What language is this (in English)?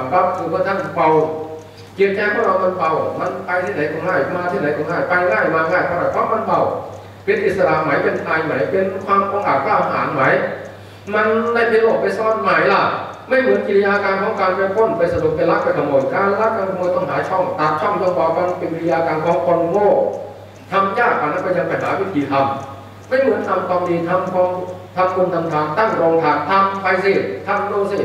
Thai